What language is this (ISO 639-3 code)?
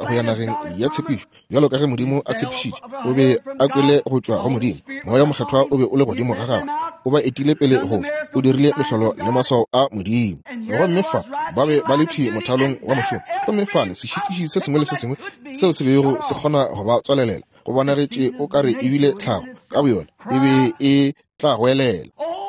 nso